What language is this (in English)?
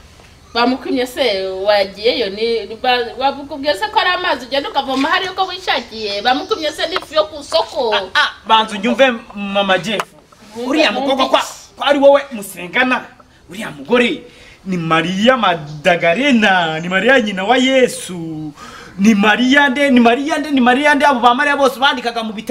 Kinyarwanda